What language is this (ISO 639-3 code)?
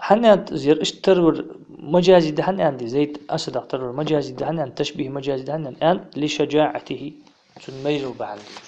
inh